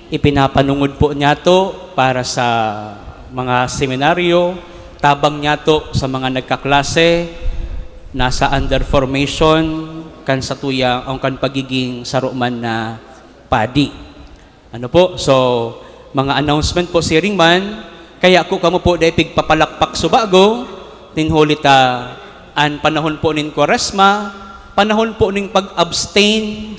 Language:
Bikol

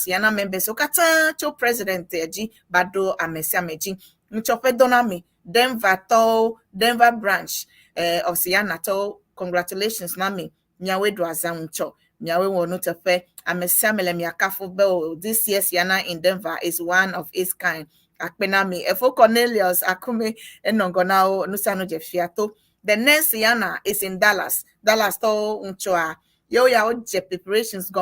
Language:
Ewe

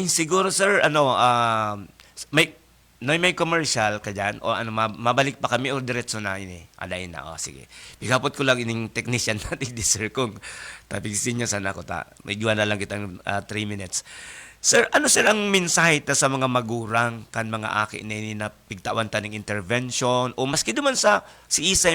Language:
Bikol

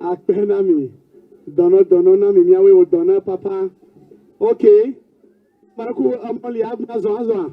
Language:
Ewe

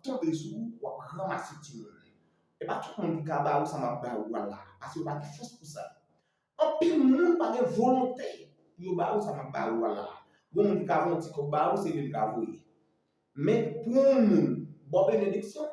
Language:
Haitian Creole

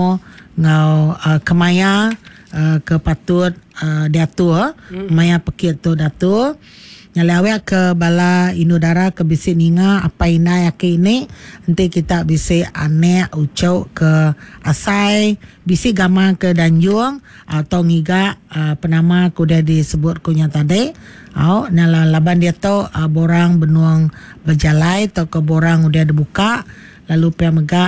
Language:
Iban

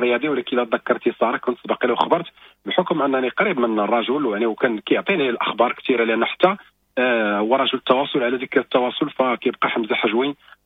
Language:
Moroccan Arabic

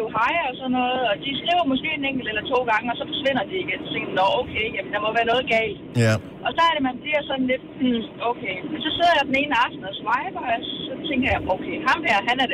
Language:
Danish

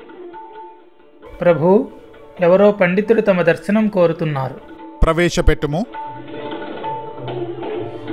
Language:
Telugu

